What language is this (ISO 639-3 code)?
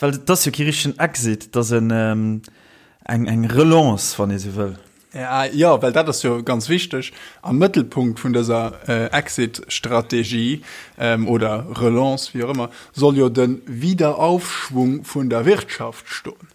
ltz